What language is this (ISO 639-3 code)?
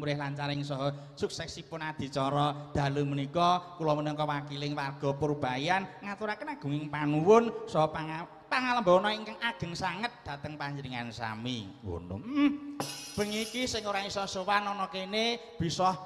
jav